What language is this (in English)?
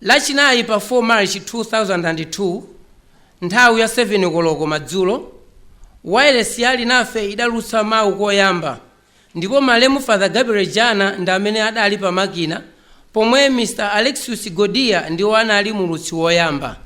Nyanja